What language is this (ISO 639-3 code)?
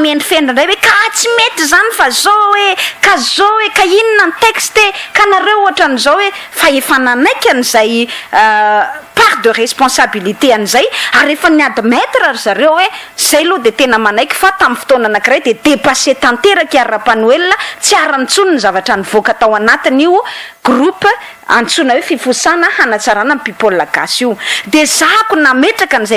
mlg